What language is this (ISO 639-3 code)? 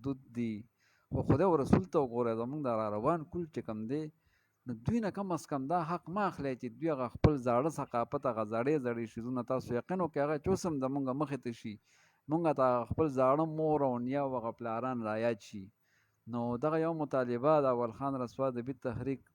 pus